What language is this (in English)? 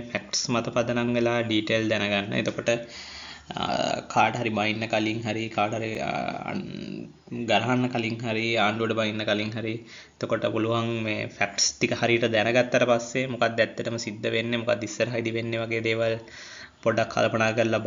Sinhala